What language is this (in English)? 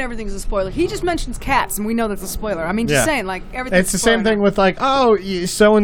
English